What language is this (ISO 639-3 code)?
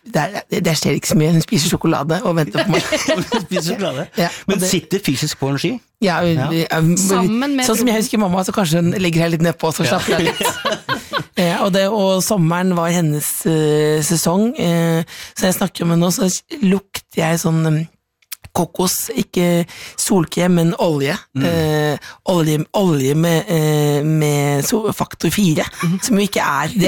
nor